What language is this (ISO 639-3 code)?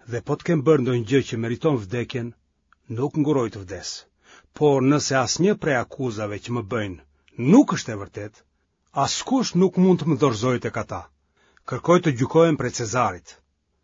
sqi